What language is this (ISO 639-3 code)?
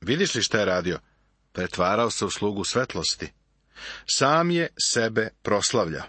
srp